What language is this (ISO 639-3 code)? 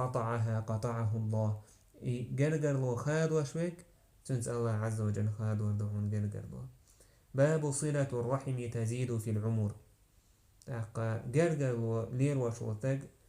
che